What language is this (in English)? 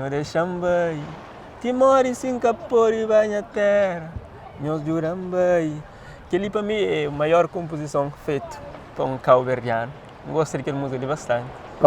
Kabuverdianu